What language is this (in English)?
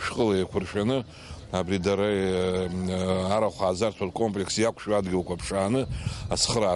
Abkhazian